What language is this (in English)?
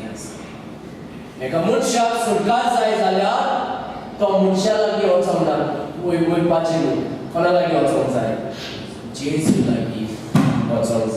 Konkani